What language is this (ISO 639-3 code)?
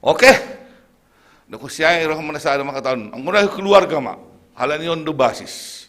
bts